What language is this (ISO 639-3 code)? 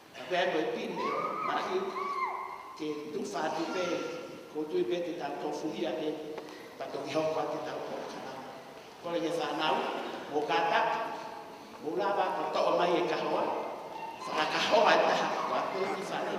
ton